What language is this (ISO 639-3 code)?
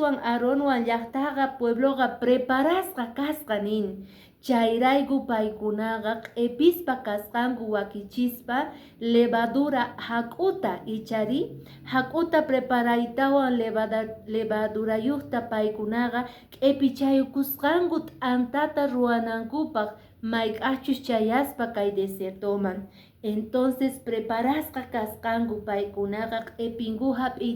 que